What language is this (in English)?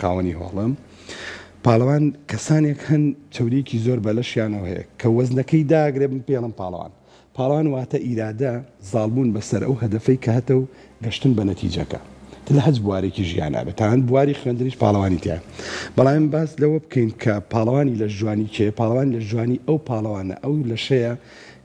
Central Kurdish